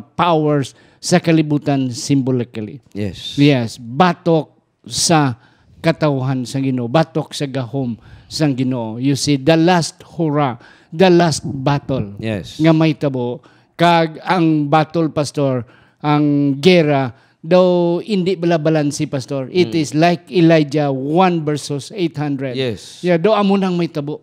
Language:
Hiligaynon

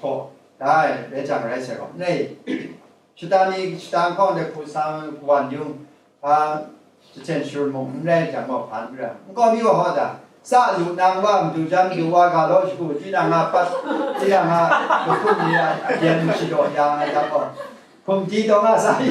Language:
Kachin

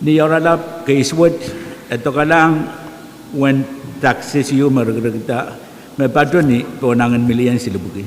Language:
Pohnpeian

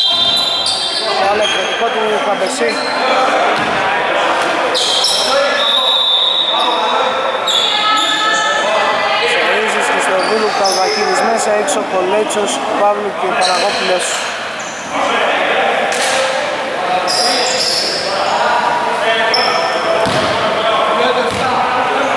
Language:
Greek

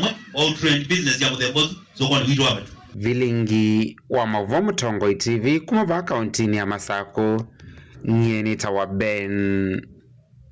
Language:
Kamba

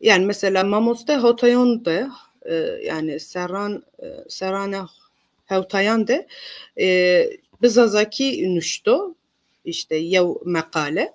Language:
Zaza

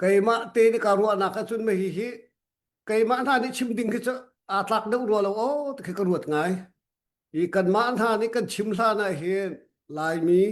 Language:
Hakha Chin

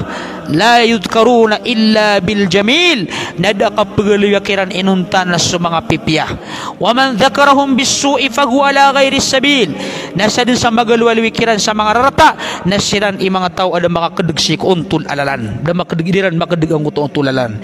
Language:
Maranao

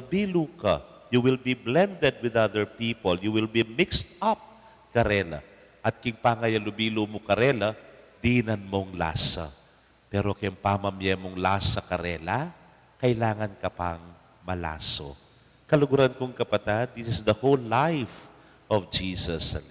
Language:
Pampanga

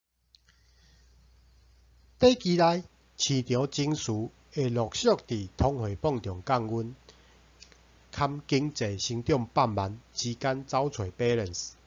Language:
Min Nan Chinese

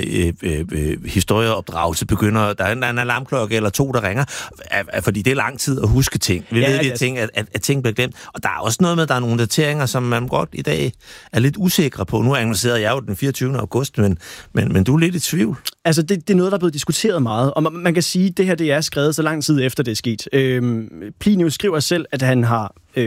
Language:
Danish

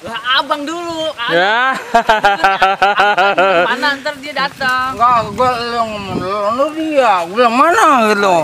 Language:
Betawi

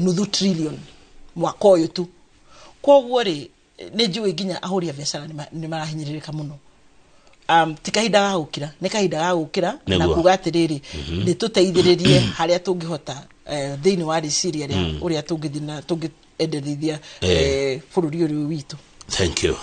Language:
Kikuyu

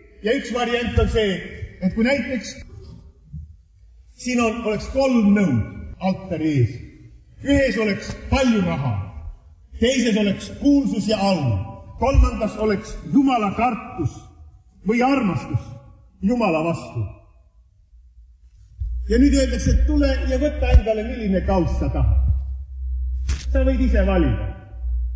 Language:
Estonian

